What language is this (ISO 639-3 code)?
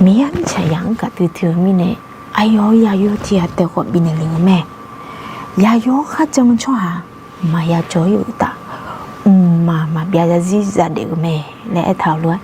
ahk